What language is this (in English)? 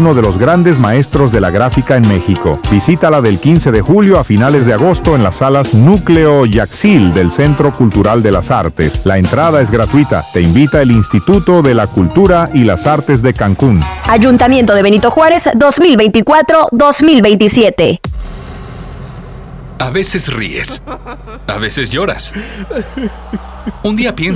Spanish